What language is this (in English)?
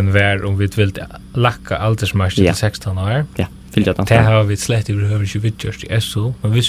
Faroese